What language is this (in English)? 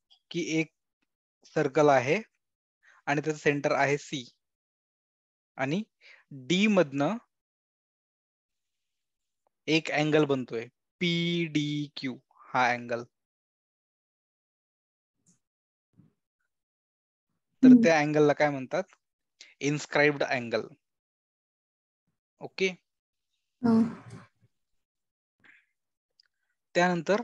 Marathi